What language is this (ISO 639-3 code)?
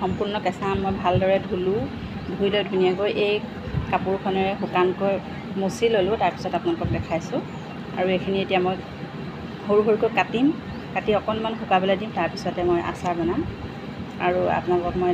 asm